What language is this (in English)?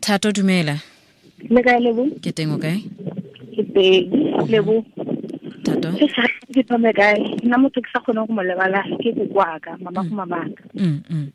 Tswana